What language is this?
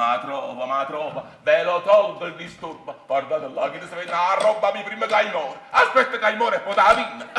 Neapolitan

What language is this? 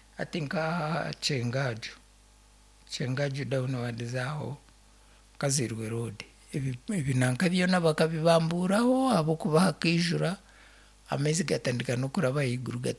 Nyankole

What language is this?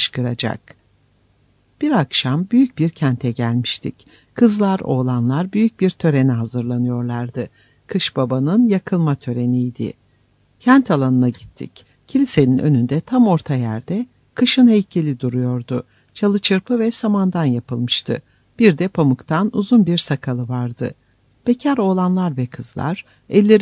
Turkish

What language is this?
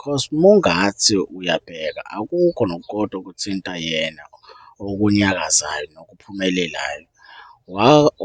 Zulu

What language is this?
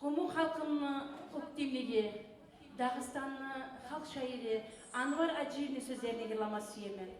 Kumyk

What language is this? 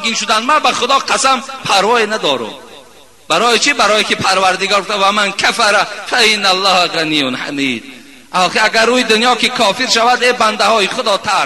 Tajik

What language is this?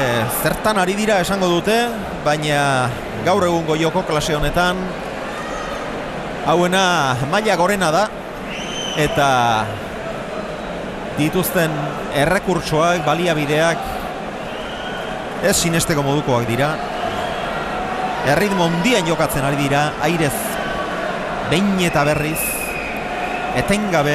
Basque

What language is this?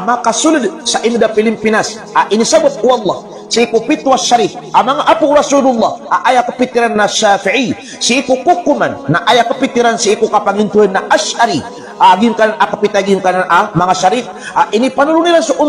Maranao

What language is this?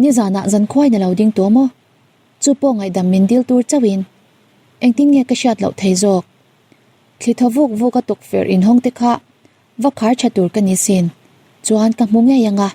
Mizo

